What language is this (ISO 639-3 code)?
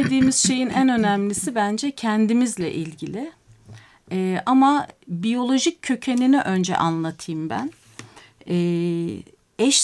tur